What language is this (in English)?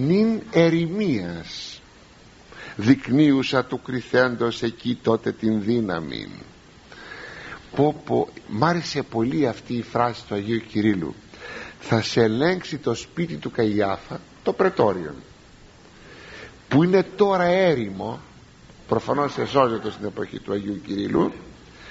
Greek